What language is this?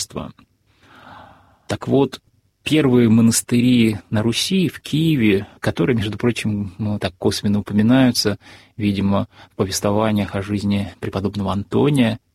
Russian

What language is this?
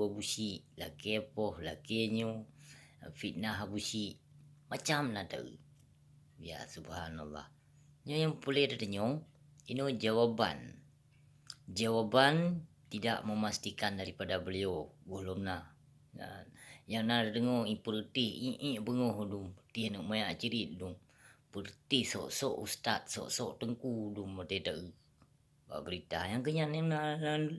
Achinese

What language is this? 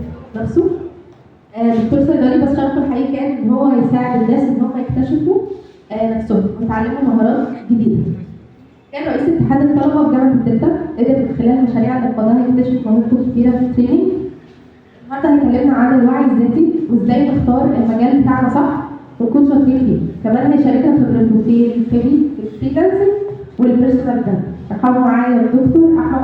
Egyptian Arabic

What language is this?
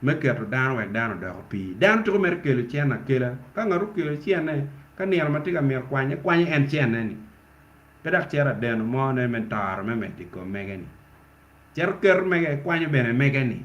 Acoli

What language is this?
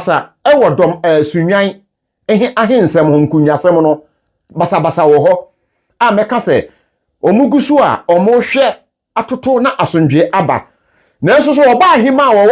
Akan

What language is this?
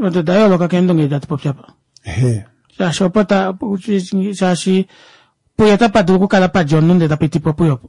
Kuanyama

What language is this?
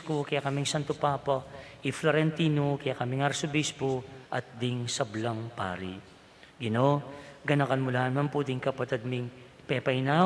Pampanga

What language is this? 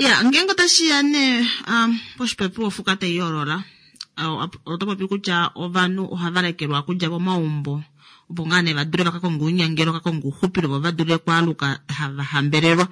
Kuanyama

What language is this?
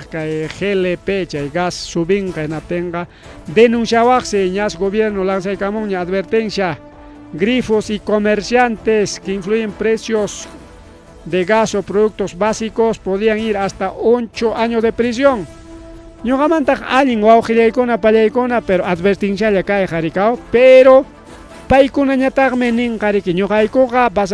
Ayacucho Quechua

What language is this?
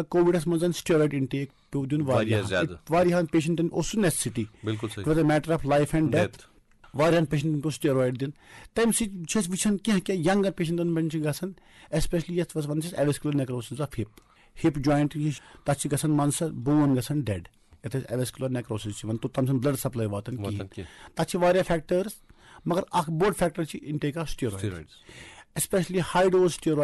Kashmiri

